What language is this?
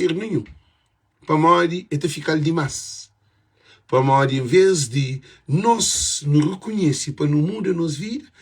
Kabuverdianu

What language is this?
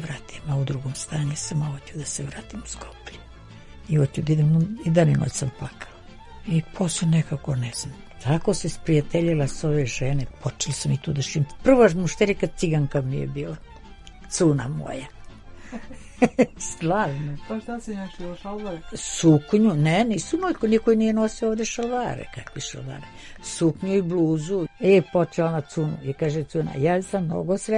Serbian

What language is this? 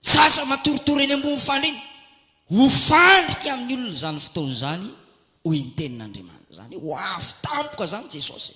Malagasy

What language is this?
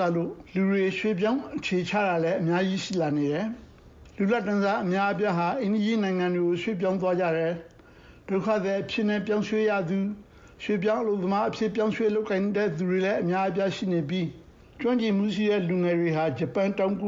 Burmese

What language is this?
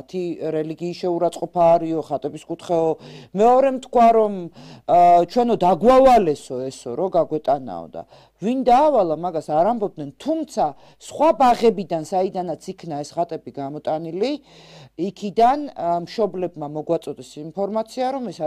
Georgian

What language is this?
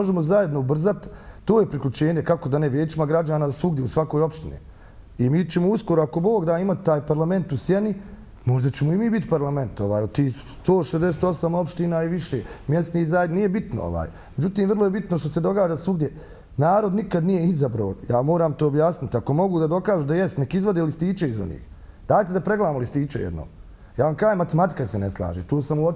Bosnian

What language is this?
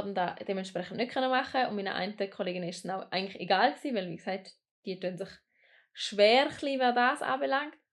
Swiss German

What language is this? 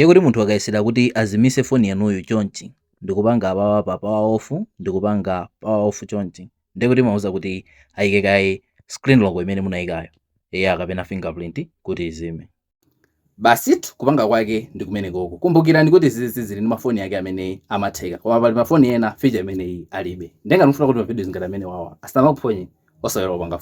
Nyanja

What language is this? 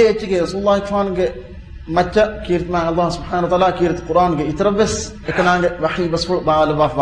Divehi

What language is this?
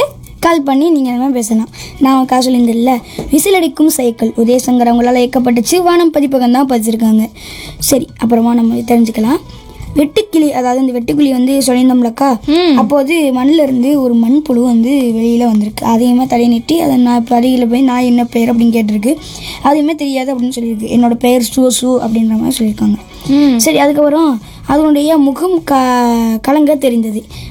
Tamil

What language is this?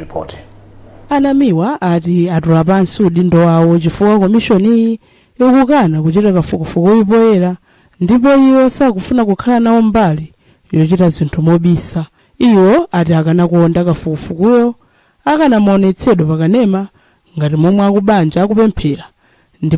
Nyanja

